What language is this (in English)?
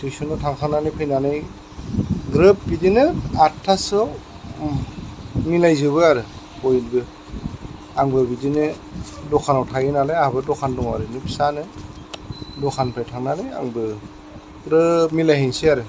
Bodo